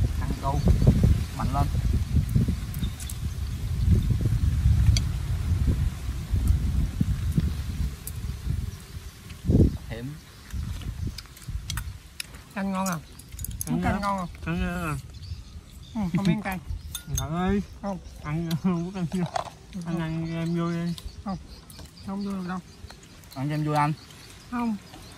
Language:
Vietnamese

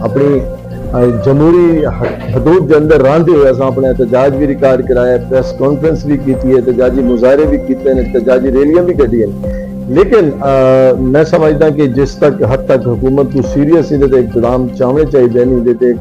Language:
Saraiki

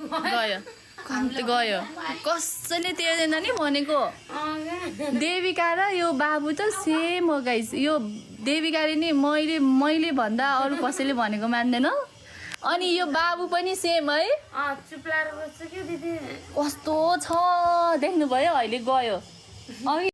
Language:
Nepali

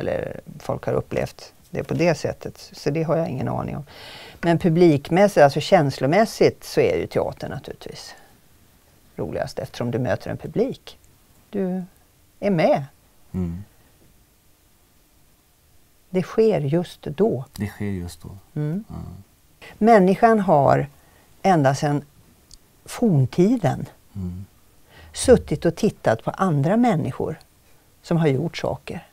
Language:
Swedish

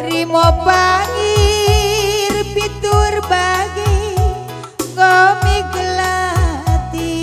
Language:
Batak Karo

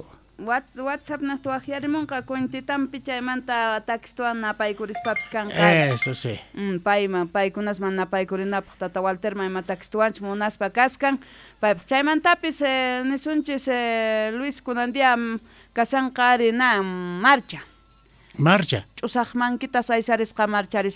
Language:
South Bolivian Quechua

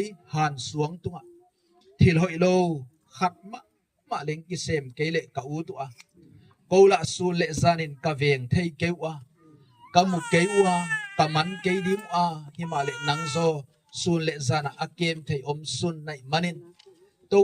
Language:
Gangte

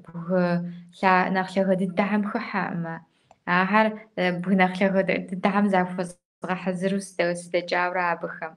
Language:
Kabardian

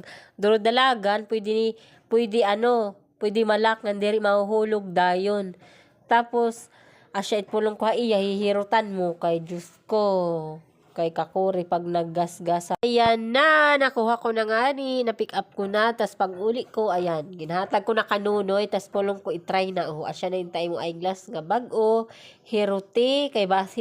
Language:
Waray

